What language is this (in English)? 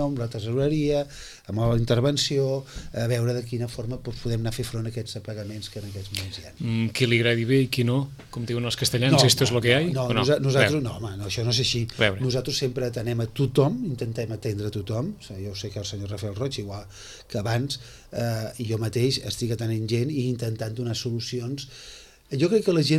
Catalan